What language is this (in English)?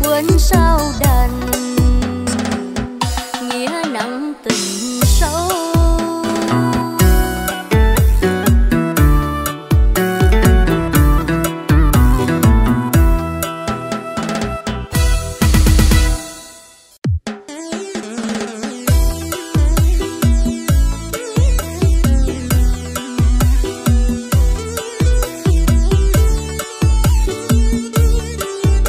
Vietnamese